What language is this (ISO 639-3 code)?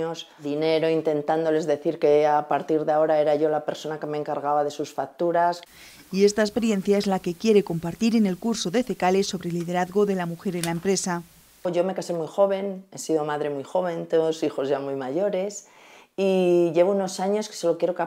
spa